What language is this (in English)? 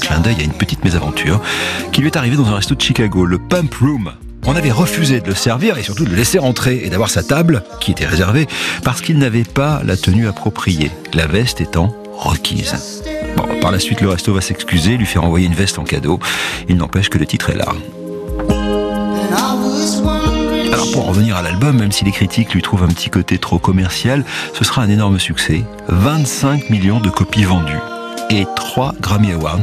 French